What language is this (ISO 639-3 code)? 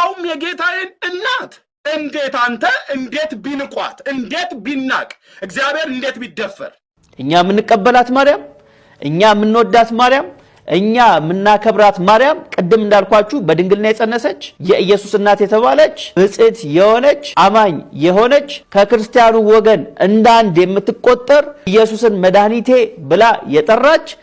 amh